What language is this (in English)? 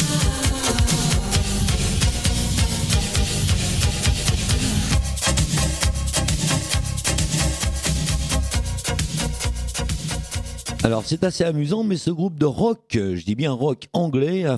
French